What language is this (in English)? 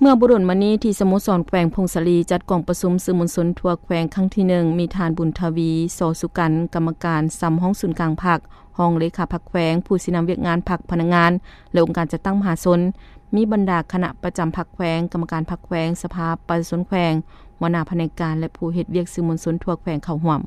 Lao